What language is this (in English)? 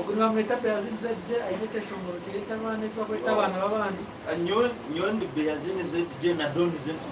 Nyankole